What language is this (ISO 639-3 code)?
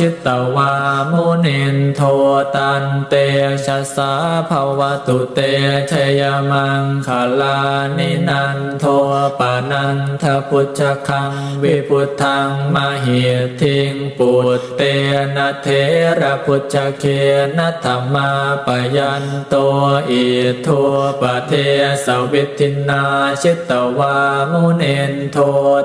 pli